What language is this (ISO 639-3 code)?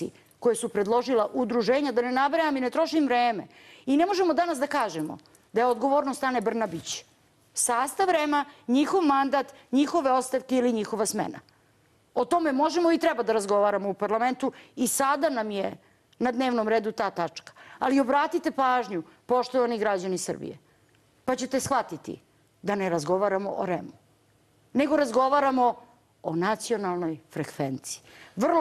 srp